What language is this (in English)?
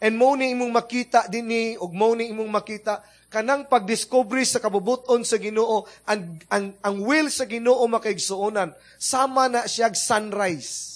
Cebuano